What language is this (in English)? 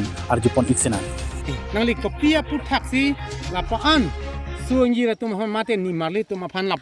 Karbi